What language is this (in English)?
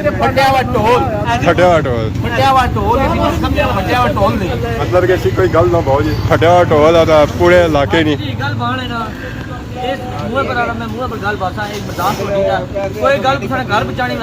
Pahari-Potwari